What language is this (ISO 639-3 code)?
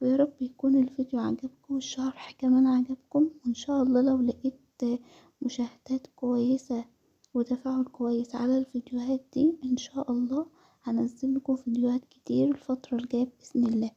arz